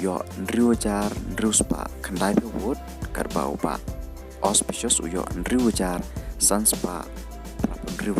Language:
Khasi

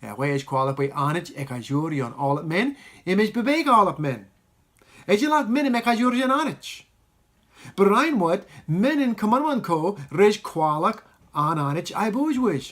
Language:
Marshallese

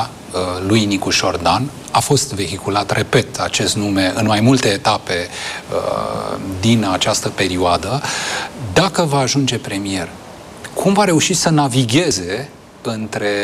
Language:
Romanian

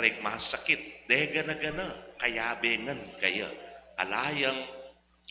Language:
Pampanga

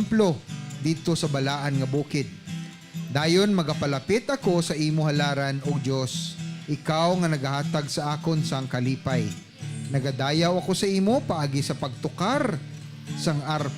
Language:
Hiligaynon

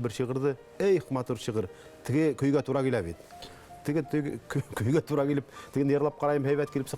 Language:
Bashkir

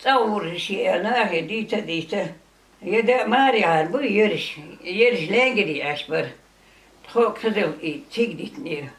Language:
Chechen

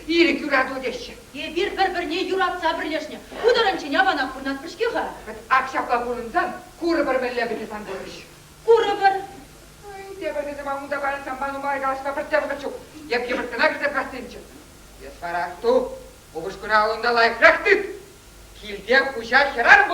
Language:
Chuvash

